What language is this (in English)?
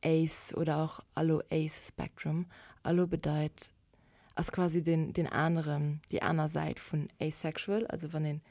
Luxembourgish